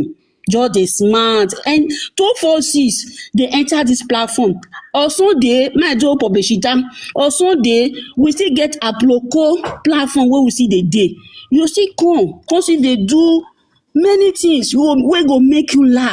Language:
Nigerian Pidgin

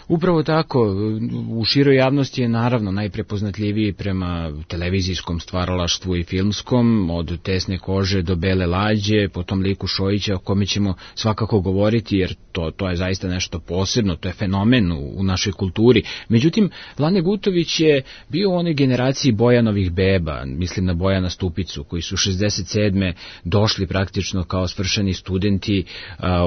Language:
Serbian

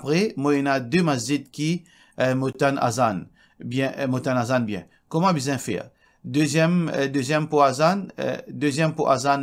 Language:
Morisyen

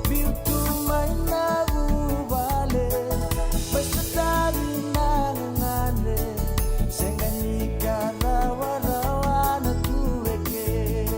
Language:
Fijian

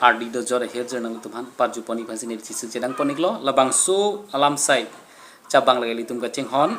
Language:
Karbi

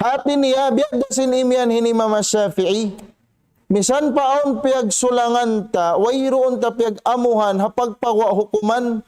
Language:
Tausug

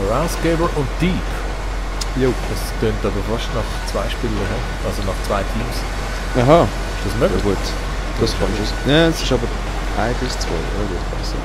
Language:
Swiss German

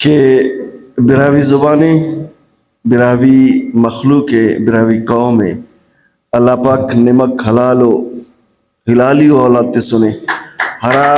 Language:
Brahui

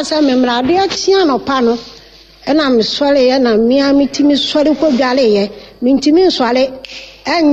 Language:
Akan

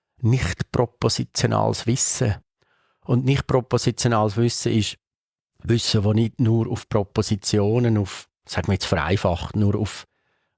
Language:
Swiss German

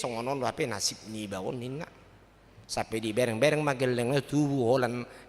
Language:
Batak Toba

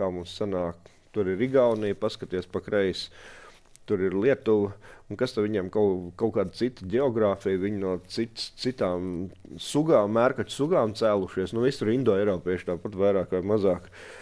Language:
Latvian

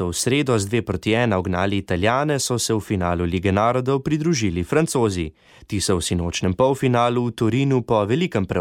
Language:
Slovenian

